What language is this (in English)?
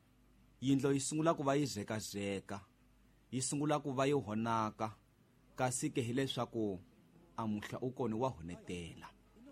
Tsonga